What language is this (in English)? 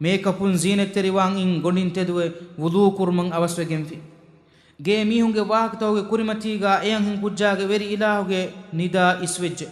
Divehi